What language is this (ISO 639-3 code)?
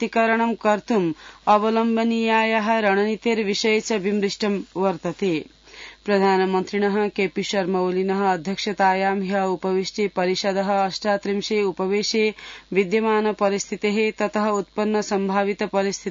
san